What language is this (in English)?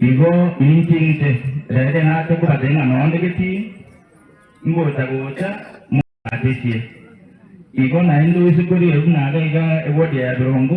Gusii